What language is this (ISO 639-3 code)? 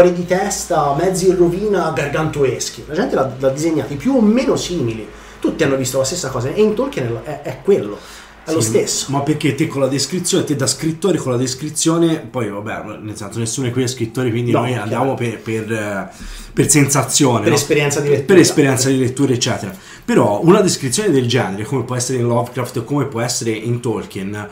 ita